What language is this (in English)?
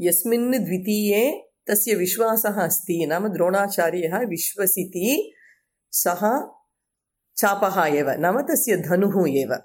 Sanskrit